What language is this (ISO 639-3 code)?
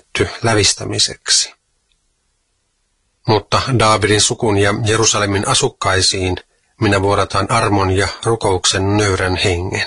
fin